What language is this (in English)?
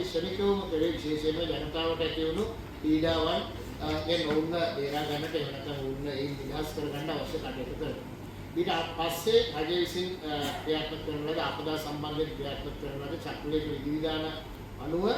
Sinhala